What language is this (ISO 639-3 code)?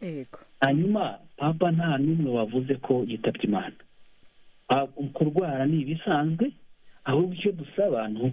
kin